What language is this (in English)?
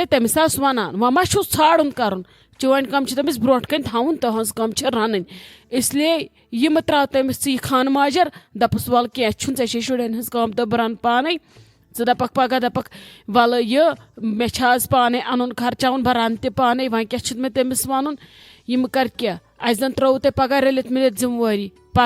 Kashmiri